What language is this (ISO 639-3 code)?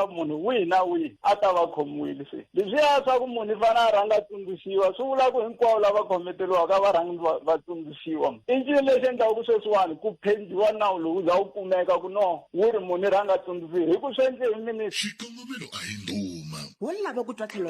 tso